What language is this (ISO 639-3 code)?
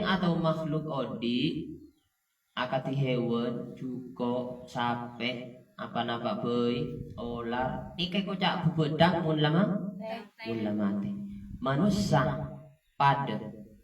mad